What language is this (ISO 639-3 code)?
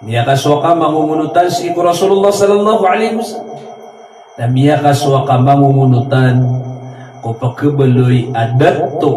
mrw